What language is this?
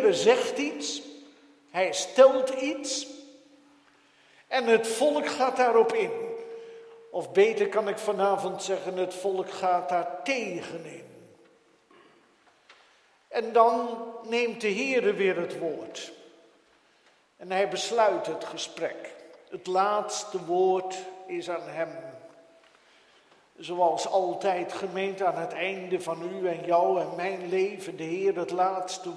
Dutch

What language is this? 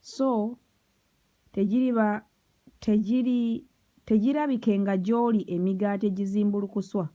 Ganda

